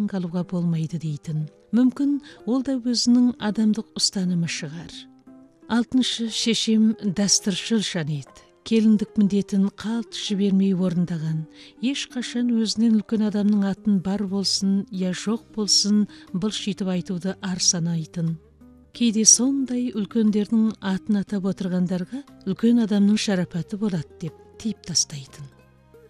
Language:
Kazakh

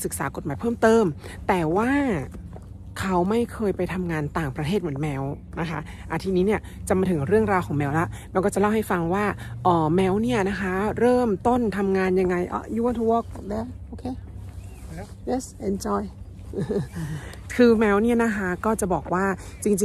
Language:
Thai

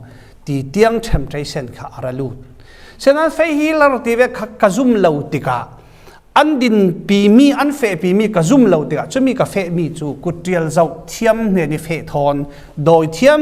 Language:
Falam Chin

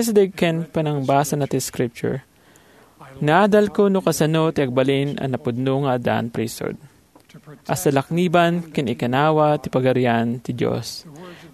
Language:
Iloko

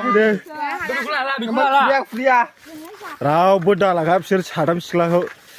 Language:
Bodo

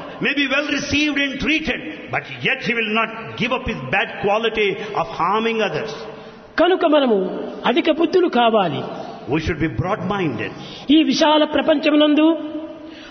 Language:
Telugu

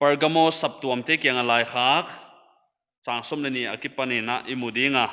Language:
Paite Chin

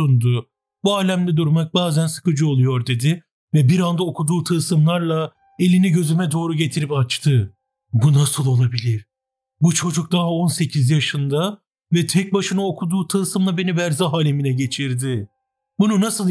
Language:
Turkish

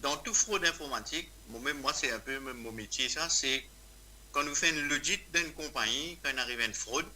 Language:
Morisyen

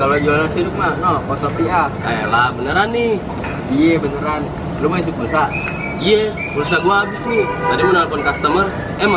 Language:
Betawi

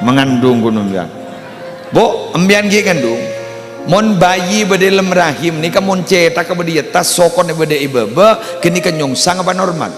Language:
Madurese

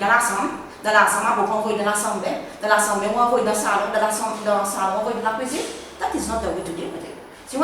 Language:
Seselwa Creole French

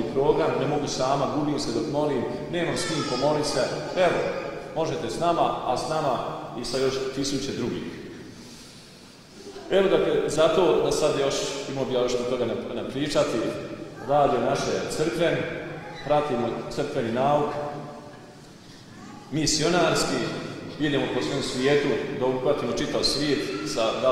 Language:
Croatian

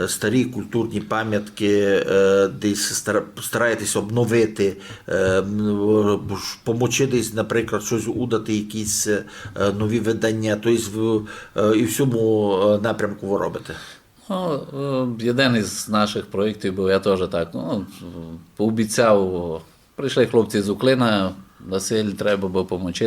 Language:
Rusyn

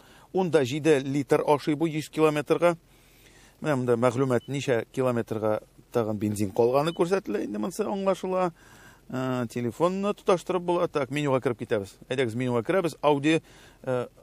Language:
Tatar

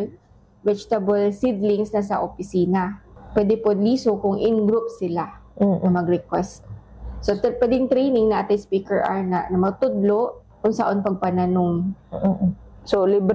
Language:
Cebuano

